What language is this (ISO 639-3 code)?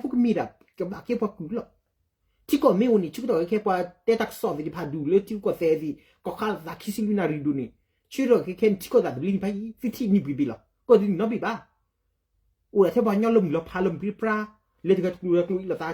ksw